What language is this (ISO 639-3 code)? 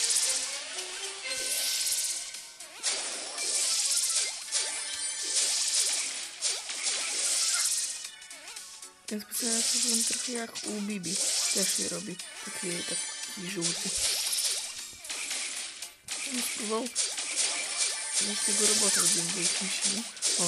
pol